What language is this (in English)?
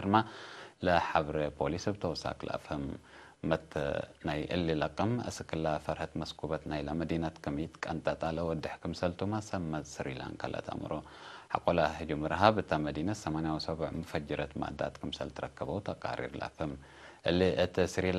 Tigre